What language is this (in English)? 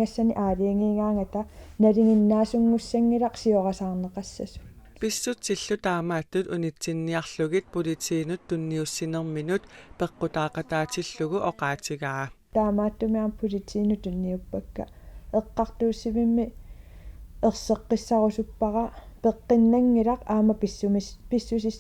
Kalaallisut